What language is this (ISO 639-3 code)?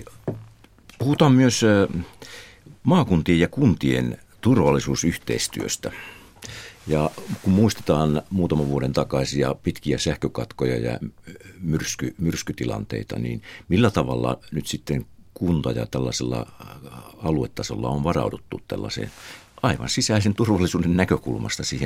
fin